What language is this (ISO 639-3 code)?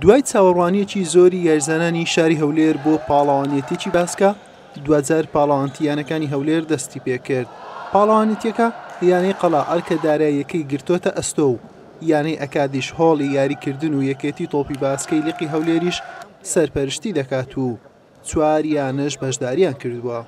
ckb